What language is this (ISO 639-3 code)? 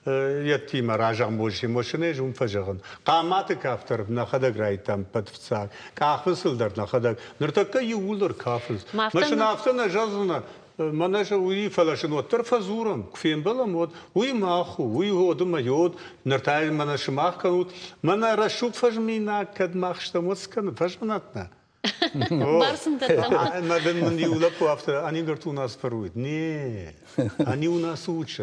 oss